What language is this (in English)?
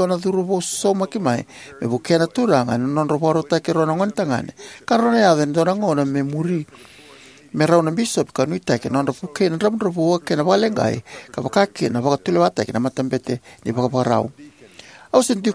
Fijian